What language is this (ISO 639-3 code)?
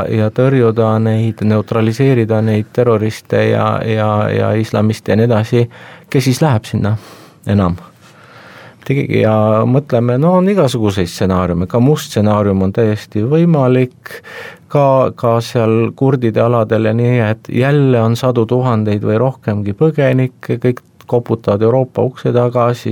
est